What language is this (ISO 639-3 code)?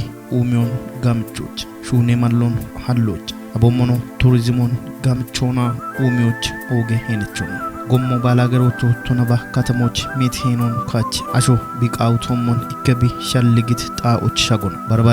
kbr